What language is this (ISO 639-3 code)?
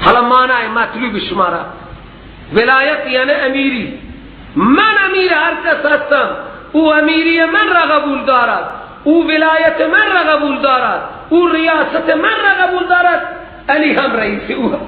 fas